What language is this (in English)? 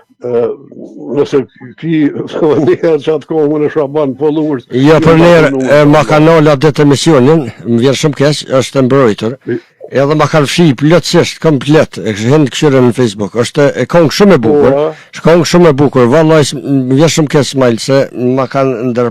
Albanian